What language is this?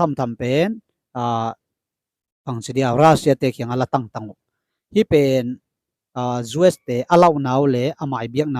Tedim Chin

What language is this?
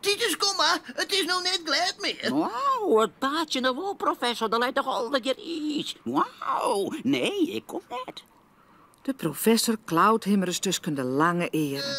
Western Frisian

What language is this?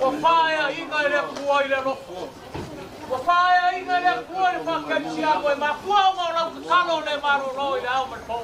Samoan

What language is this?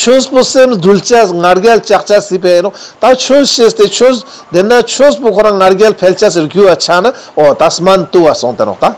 Ladakhi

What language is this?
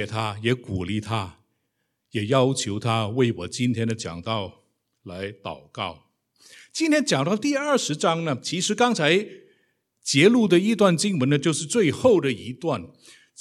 Chinese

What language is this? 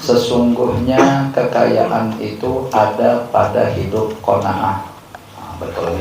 Banjar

